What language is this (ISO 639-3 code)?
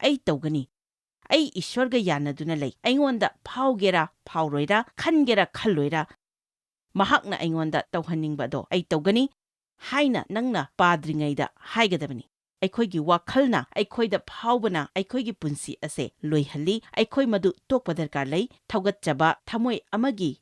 mni